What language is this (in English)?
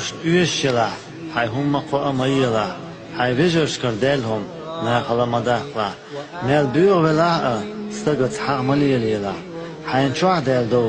Chechen